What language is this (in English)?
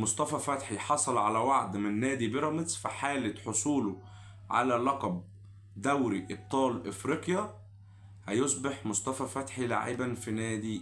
Egyptian Arabic